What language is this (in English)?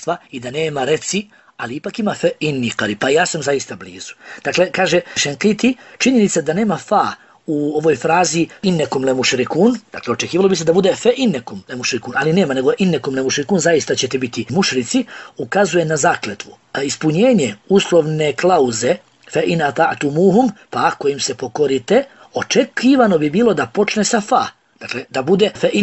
Bosnian